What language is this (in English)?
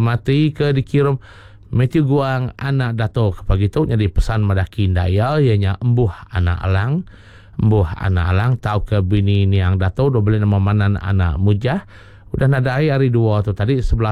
Iban